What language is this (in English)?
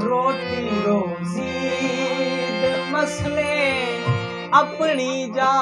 Saraiki